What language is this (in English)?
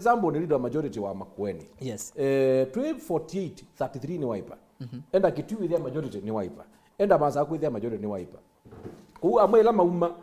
Kamba